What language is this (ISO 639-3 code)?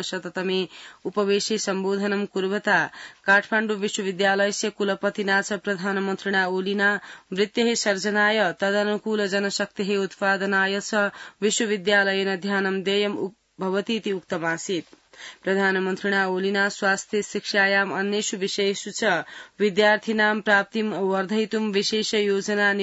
san